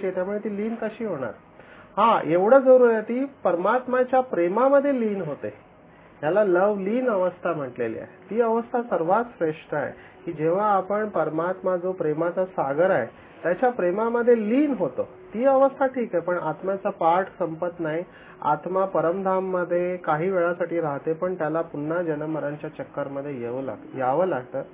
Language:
Marathi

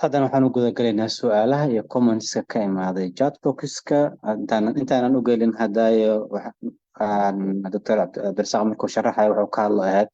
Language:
Somali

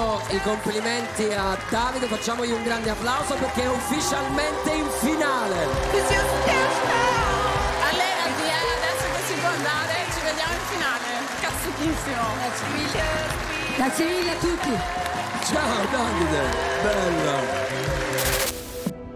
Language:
Italian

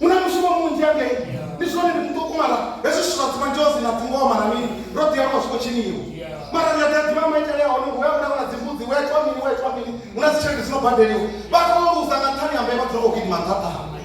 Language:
Venda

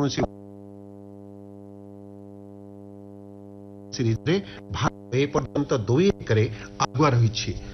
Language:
Odia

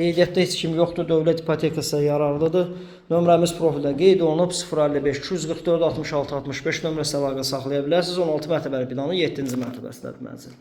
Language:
Azerbaijani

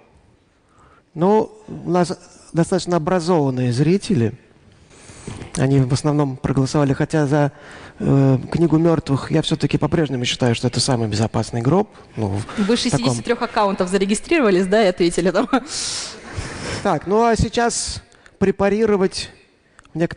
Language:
Russian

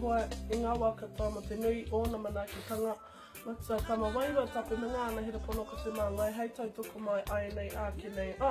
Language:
Māori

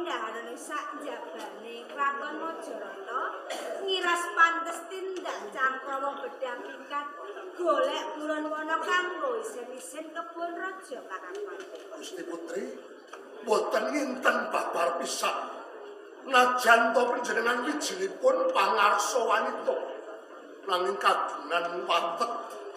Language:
Javanese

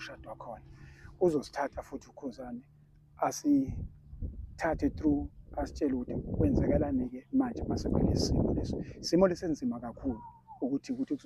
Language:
Zulu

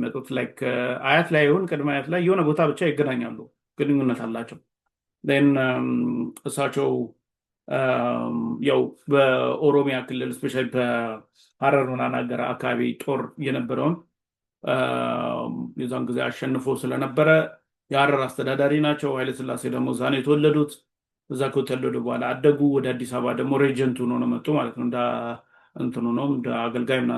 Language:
Amharic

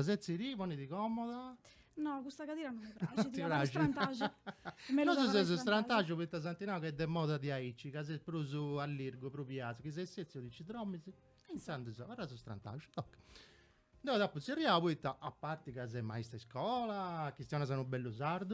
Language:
Sardinian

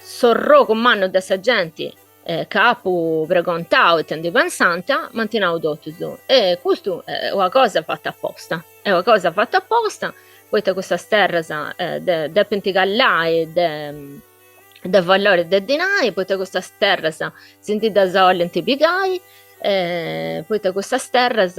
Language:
Sardinian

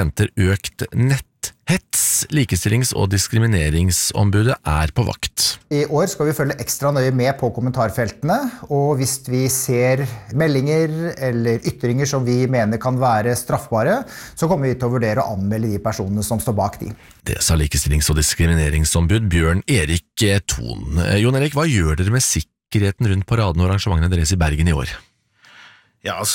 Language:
Norwegian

